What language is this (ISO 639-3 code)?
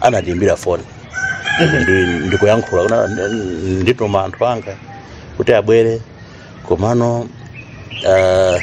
nya